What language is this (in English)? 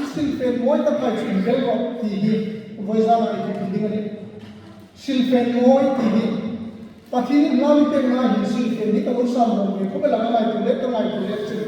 Hmar